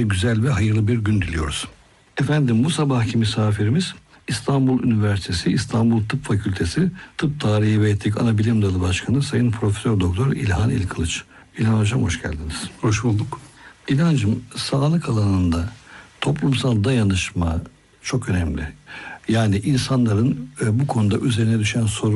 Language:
Turkish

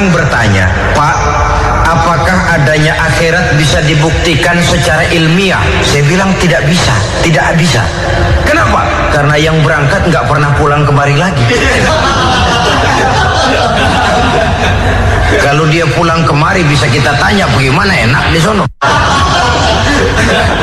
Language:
Indonesian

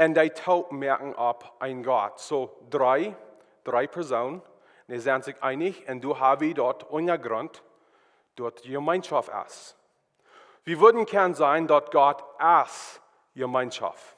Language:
Plautdietsch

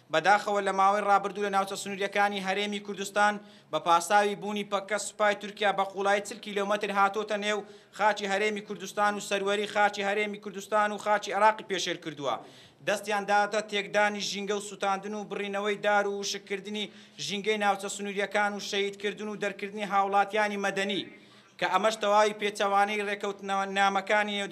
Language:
Central Kurdish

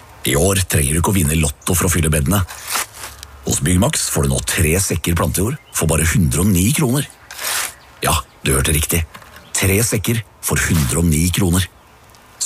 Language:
Norwegian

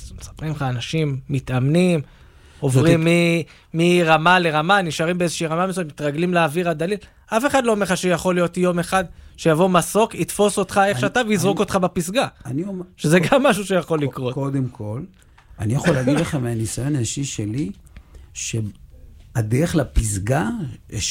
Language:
Hebrew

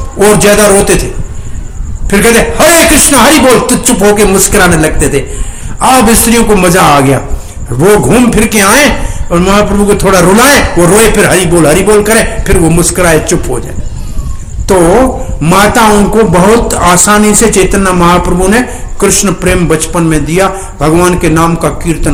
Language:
Hindi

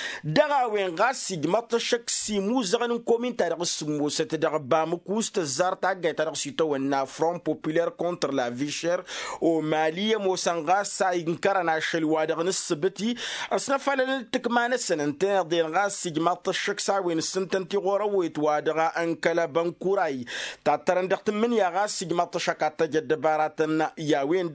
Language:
Tamasheq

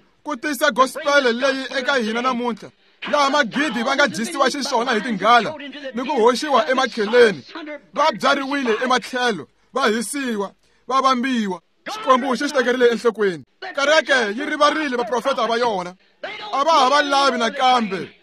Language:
Tsonga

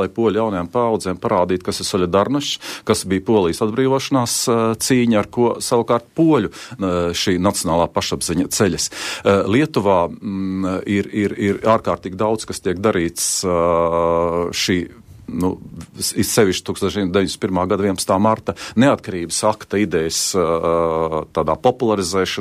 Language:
Latvian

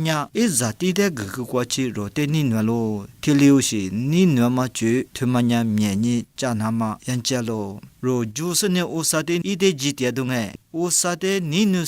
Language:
Lisu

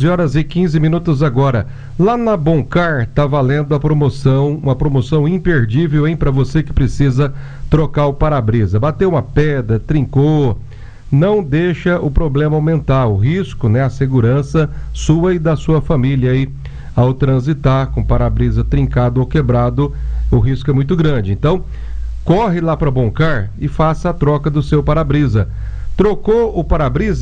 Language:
Portuguese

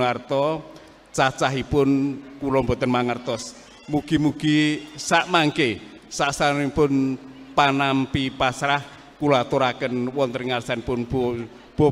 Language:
Javanese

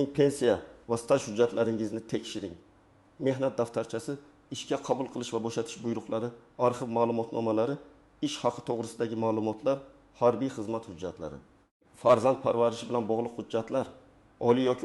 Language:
Uzbek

